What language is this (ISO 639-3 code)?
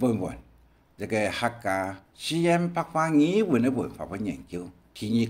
hak